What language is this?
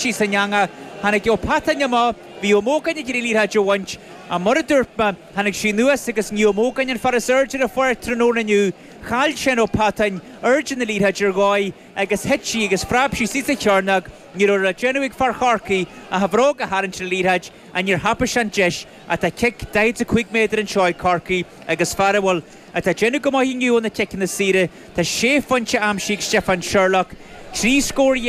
Irish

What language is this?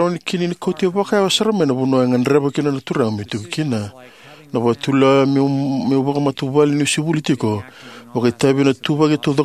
Fijian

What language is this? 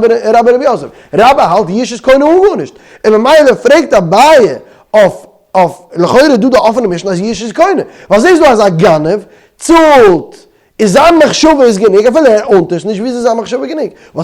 Yiddish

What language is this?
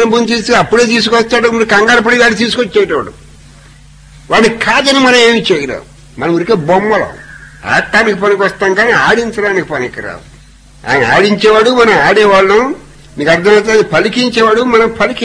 Telugu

